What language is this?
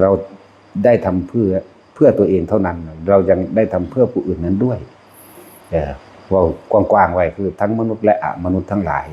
Northeastern Thai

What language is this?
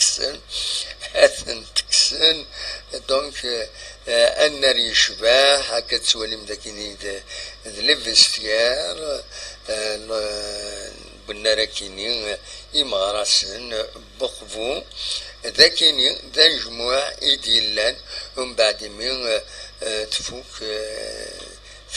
Kabyle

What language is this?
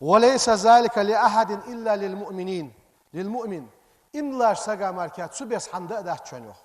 Ingush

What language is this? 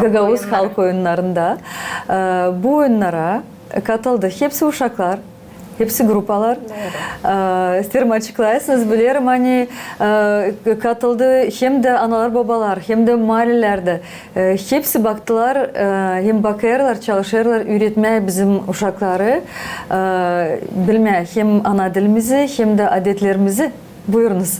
Gagauz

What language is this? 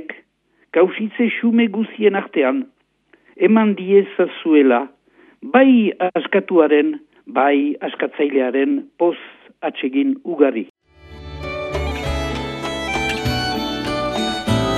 Basque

